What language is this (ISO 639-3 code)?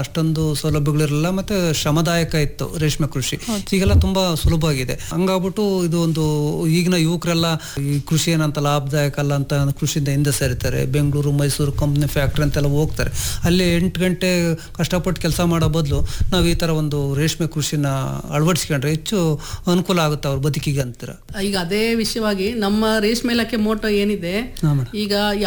kan